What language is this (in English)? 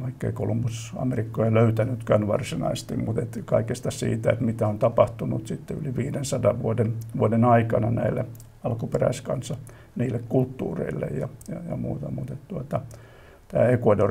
Finnish